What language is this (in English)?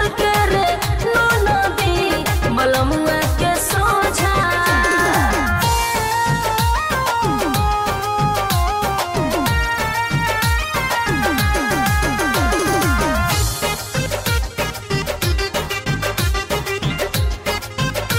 Bhojpuri